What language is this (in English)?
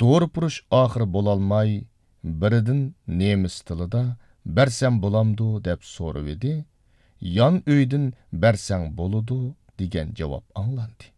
Uyghur